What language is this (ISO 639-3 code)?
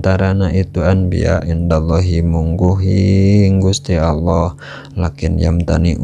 sun